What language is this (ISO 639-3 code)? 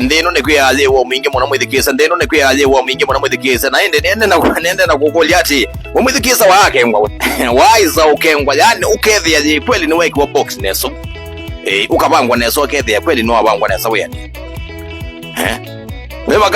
kam